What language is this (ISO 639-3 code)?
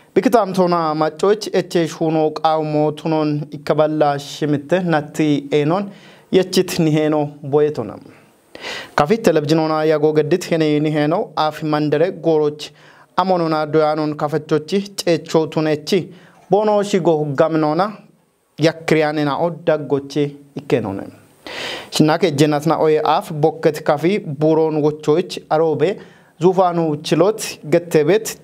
kbr